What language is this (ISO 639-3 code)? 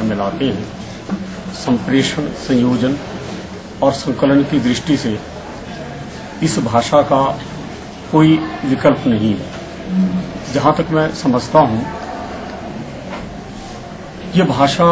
hin